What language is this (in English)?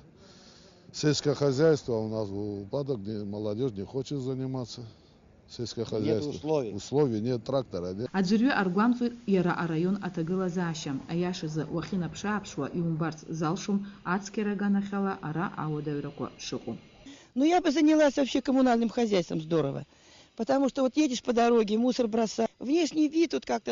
Abkhazian